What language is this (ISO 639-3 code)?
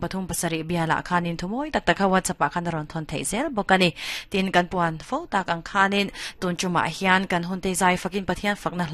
lus